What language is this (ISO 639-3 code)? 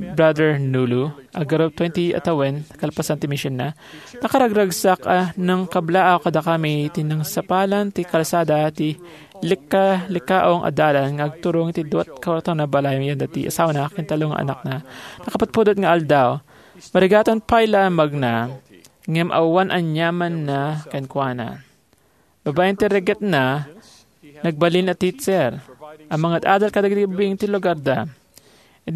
ilo